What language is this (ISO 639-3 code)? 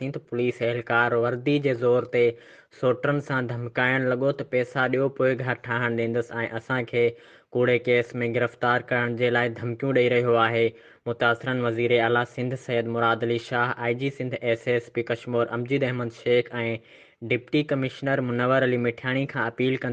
snd